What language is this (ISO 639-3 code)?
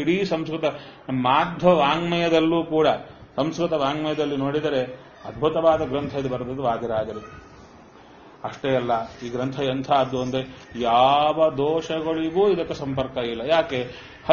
kan